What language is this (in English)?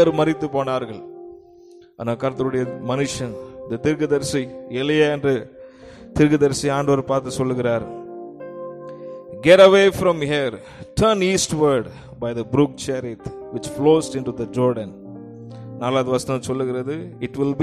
Tamil